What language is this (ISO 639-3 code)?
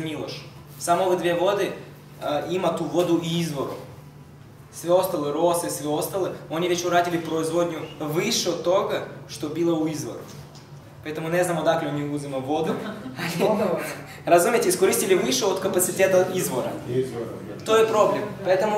srp